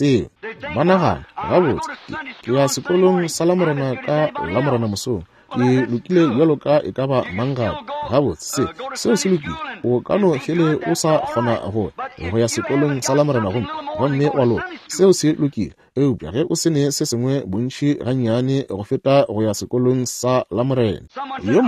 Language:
Northern Sotho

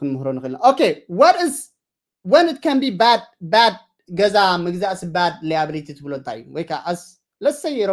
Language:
Tigrinya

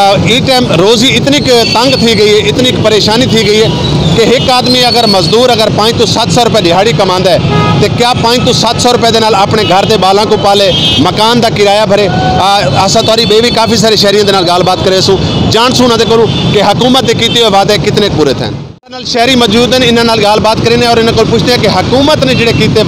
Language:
Saraiki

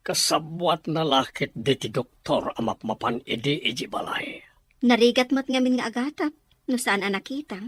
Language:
Iloko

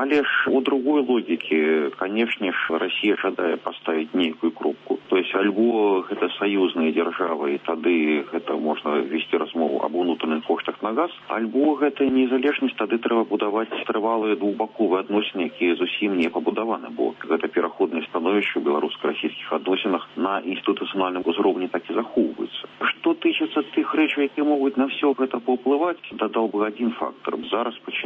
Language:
Belarusian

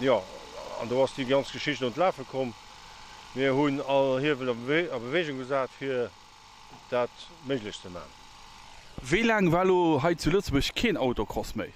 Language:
Luxembourgish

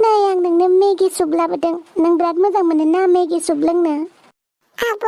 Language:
Bodo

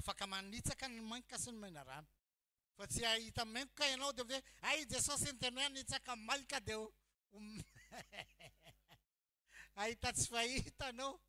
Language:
Malagasy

